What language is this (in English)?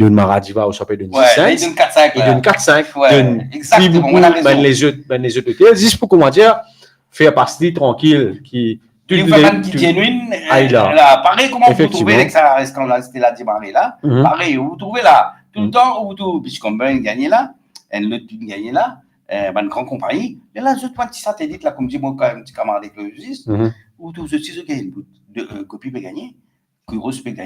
Morisyen